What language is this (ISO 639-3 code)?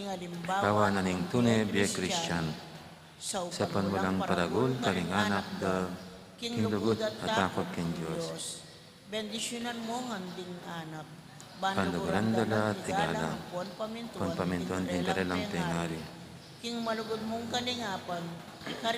pam